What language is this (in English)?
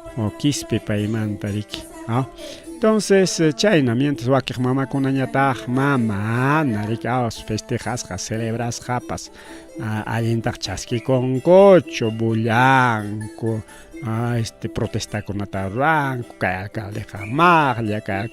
Ayacucho Quechua